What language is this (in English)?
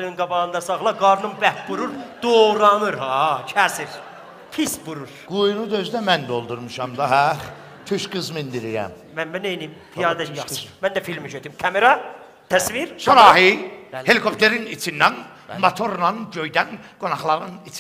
South Azerbaijani